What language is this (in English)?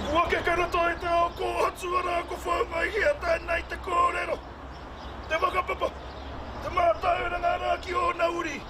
Māori